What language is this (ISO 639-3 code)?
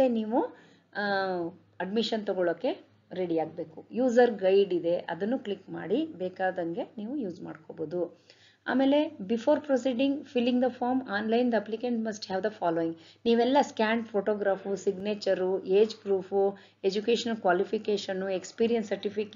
kan